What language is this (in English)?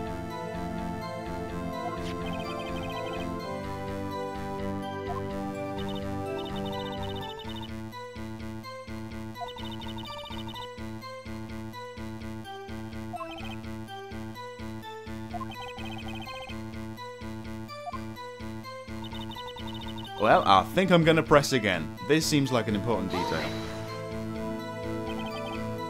English